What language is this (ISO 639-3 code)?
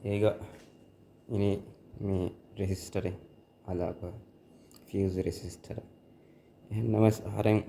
div